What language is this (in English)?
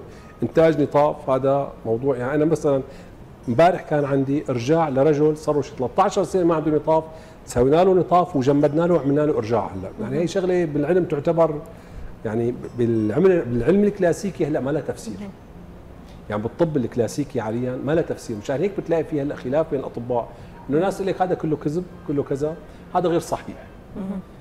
North Levantine Arabic